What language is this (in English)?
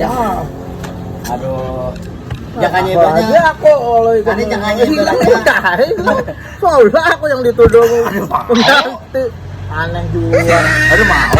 Banjar